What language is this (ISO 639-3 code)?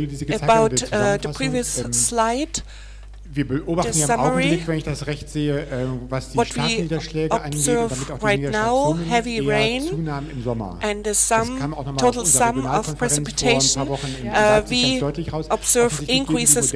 deu